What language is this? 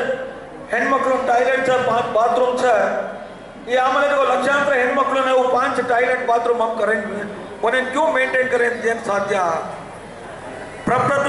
Lambadi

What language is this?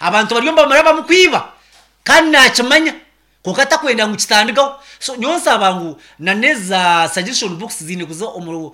Nyankole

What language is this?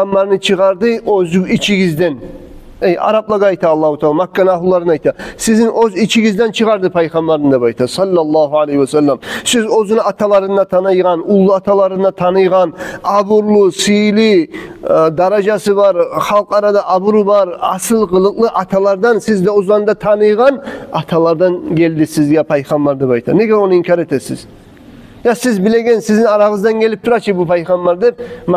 Kumyk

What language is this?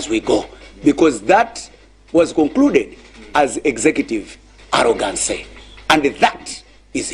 Nyanja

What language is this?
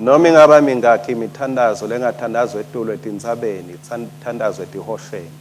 Swati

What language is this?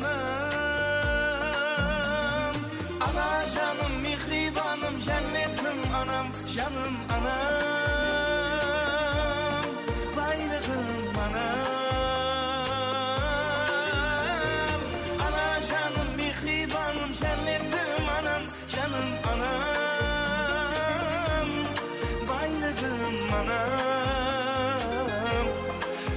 Kara-Kalpak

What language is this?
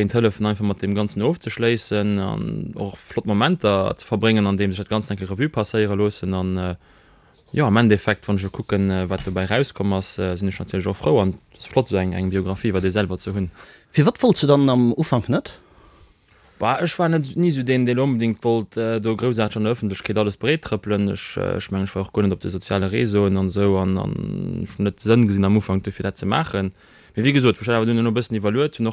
Luxembourgish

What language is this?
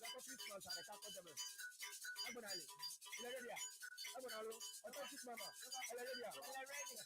Ewe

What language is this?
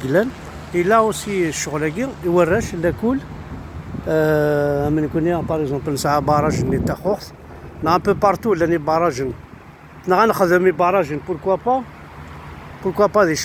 Kabyle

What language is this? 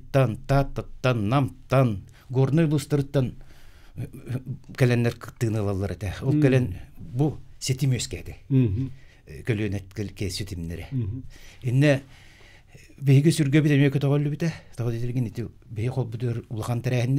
Yakut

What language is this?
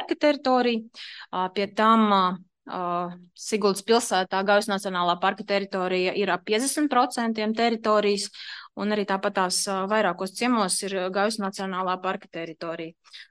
Latvian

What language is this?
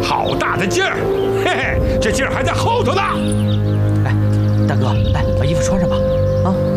Chinese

